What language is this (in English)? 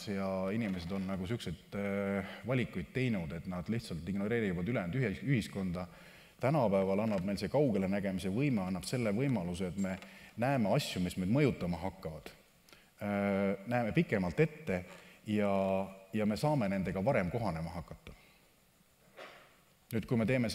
Estonian